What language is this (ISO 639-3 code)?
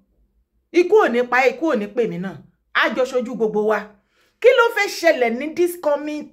yor